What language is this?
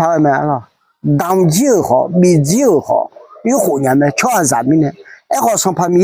Akha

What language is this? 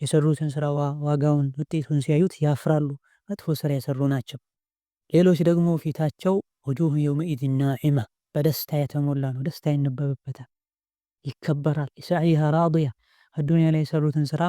Amharic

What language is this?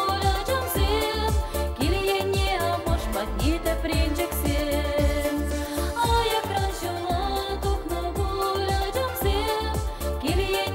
Chuvash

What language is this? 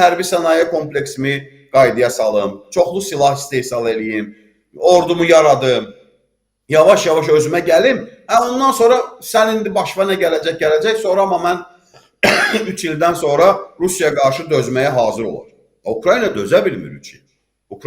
Azerbaijani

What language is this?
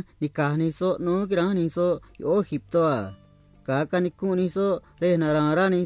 Copala Triqui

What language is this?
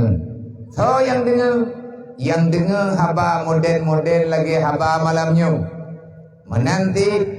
Achinese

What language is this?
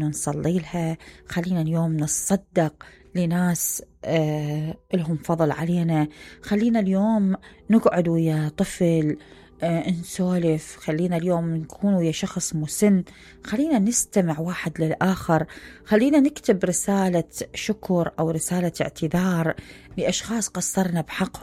Mesopotamian Arabic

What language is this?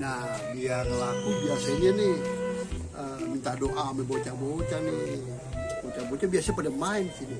Betawi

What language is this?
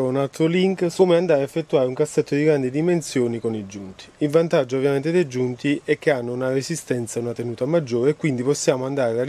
Italian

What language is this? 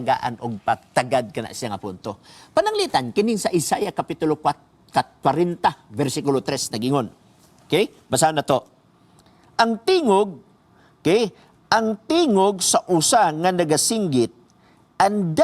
Cebuano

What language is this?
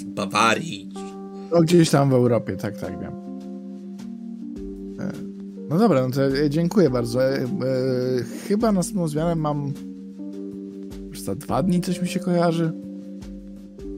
Polish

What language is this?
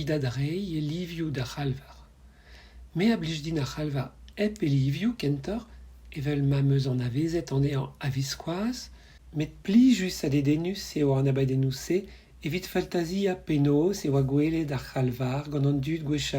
Breton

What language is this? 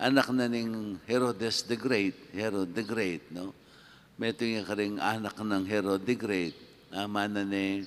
Pampanga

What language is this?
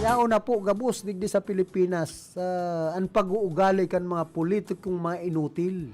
Bikol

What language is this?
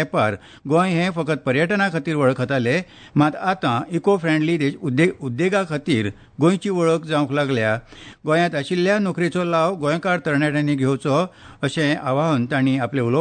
Konkani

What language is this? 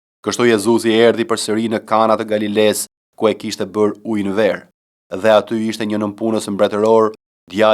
Albanian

